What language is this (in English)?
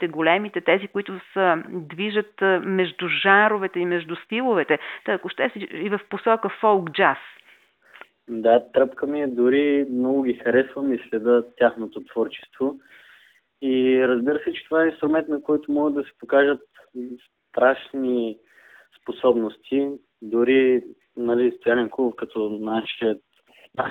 Bulgarian